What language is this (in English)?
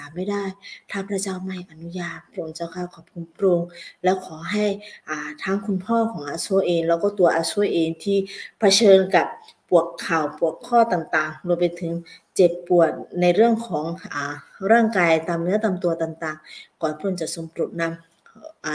Akha